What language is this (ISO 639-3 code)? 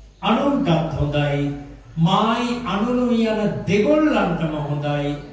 sin